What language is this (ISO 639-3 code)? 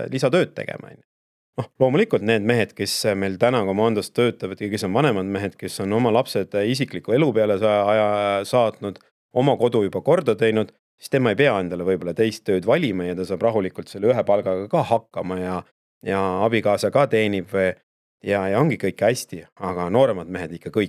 est